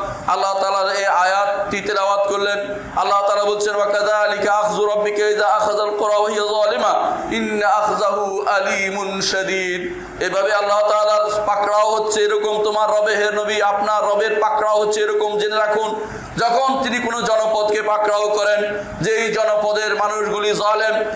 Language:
Bangla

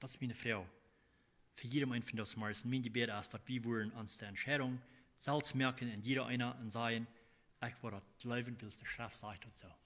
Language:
Plautdietsch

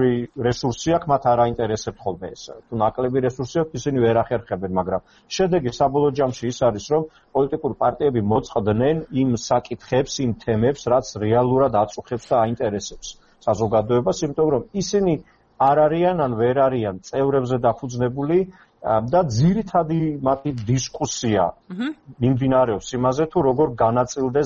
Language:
Georgian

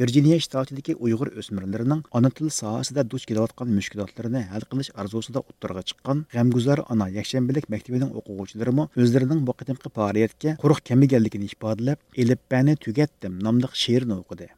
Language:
Uyghur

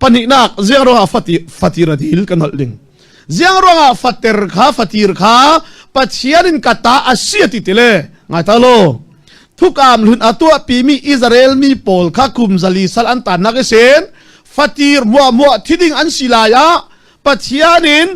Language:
Falam Chin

